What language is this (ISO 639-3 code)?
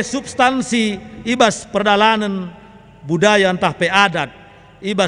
btx